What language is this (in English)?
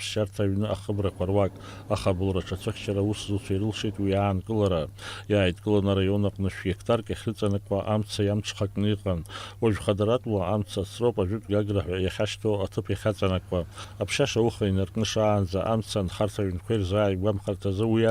Abkhazian